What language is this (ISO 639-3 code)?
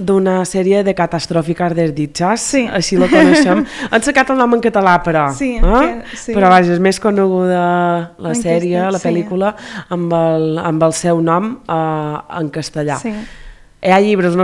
cat